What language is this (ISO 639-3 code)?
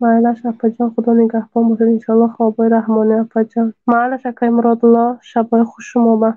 tgk